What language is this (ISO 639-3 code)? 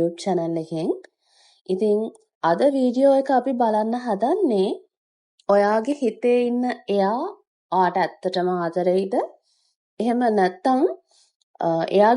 sin